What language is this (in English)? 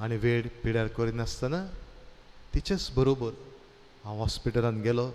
Konkani